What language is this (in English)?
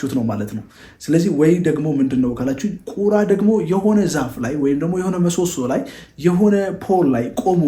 Amharic